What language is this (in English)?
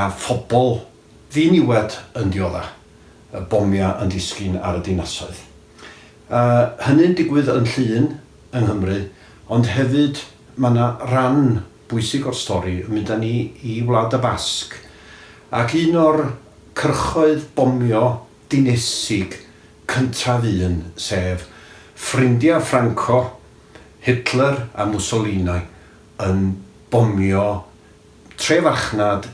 Welsh